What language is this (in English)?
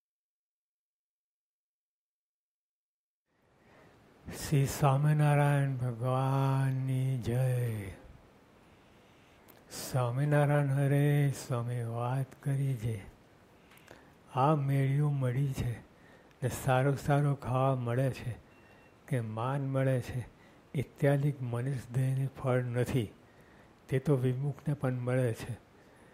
Gujarati